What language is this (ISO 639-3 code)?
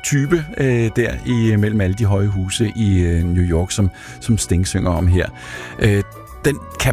dan